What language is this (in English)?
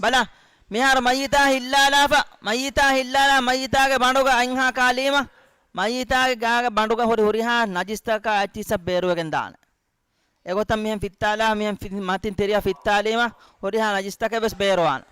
Divehi